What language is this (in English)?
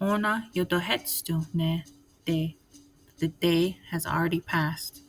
Mohawk